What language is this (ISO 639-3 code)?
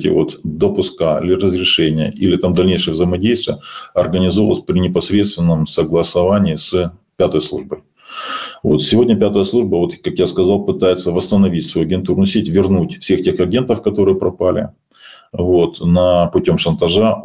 rus